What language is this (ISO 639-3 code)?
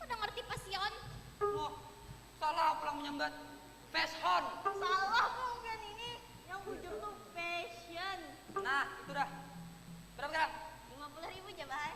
bjn